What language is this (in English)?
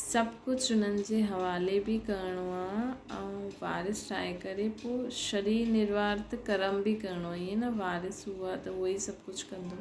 Sindhi